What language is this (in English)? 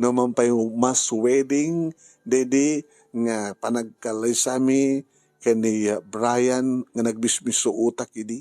Iloko